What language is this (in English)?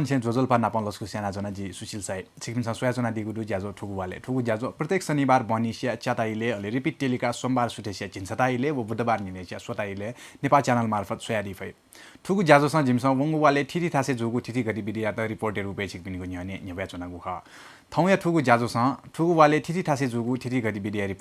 Newari